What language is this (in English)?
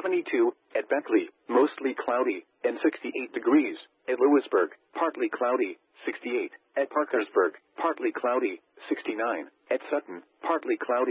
English